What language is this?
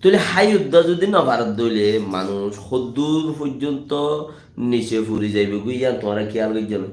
Rohingya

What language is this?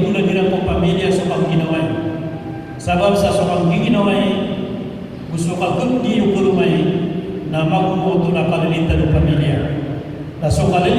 Maranao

